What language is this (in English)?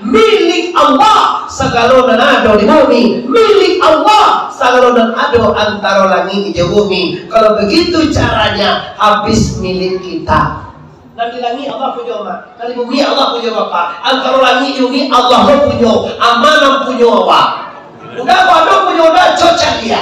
Minangkabau